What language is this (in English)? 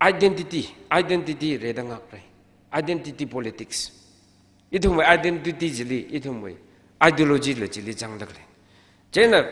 Tangkhul Naga (India)